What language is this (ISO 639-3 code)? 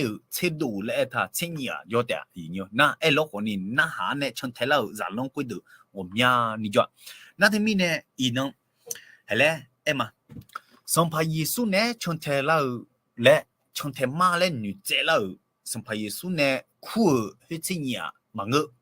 ahk